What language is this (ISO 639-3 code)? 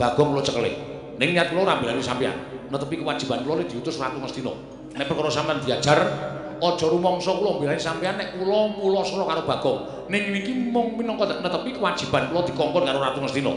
jav